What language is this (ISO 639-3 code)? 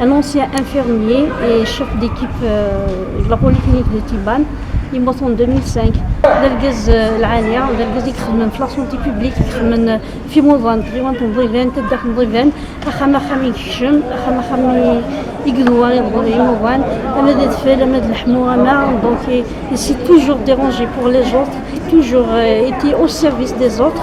kab